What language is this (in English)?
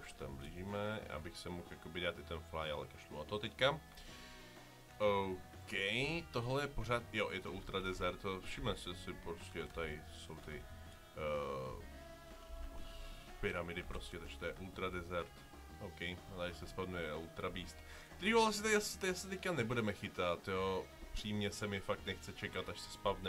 Czech